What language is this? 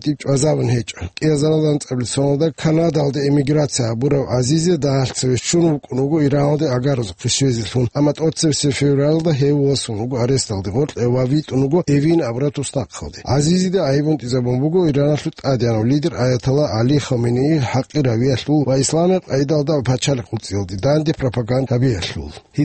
Avaric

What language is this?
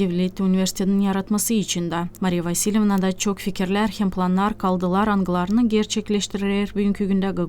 Gagauz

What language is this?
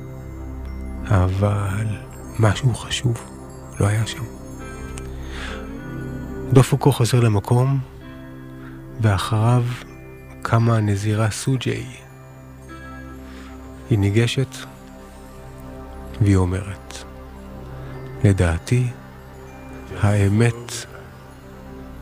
Hebrew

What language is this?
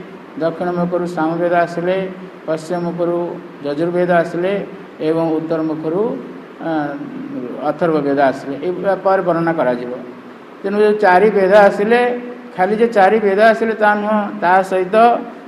Odia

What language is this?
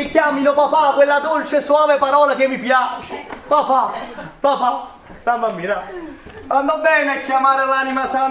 Neapolitan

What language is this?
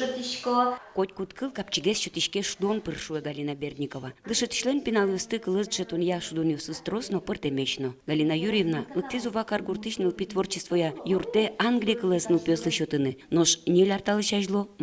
Udmurt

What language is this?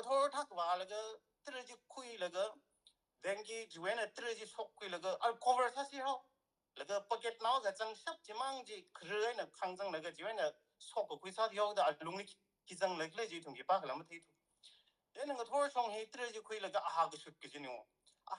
Tangkhul Naga (India)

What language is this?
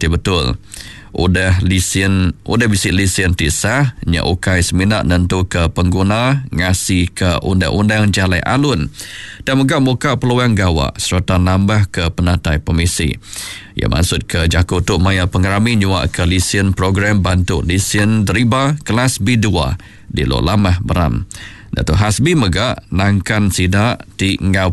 Iban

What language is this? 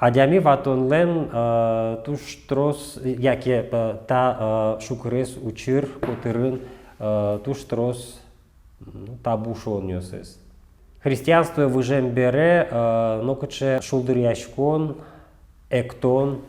Udmurt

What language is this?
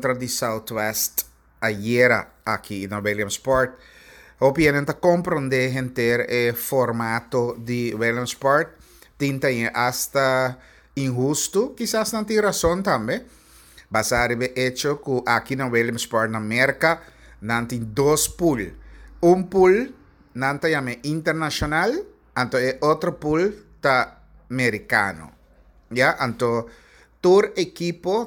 Papiamento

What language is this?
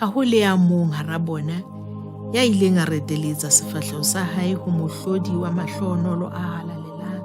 Southern Sotho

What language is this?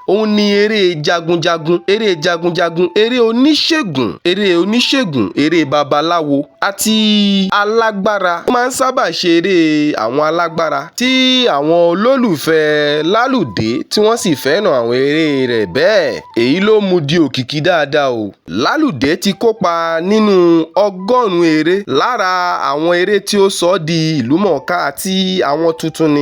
Yoruba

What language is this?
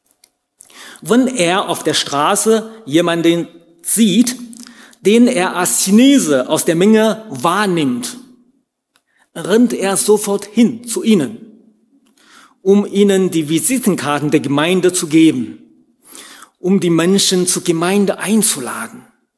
German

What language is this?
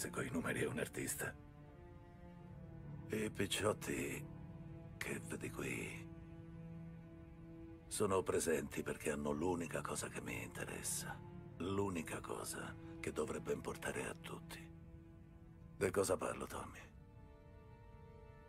Italian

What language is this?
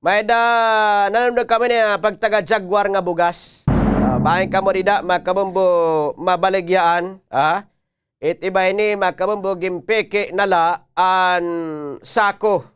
Waray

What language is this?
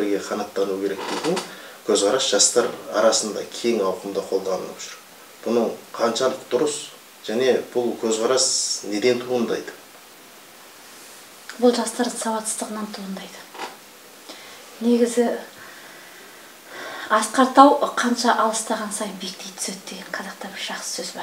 Kazakh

